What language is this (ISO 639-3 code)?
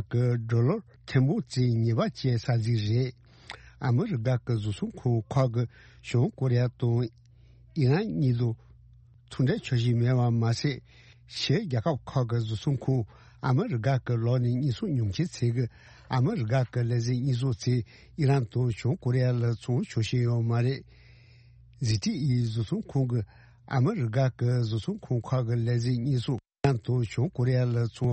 bod